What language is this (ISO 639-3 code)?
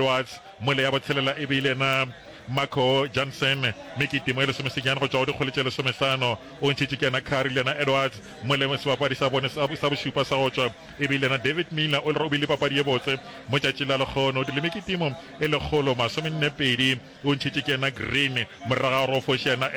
nso